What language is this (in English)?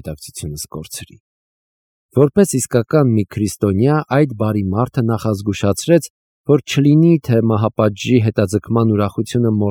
Armenian